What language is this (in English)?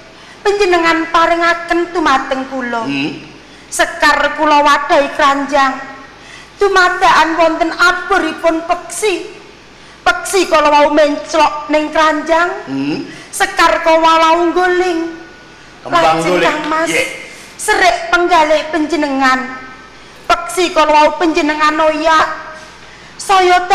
Javanese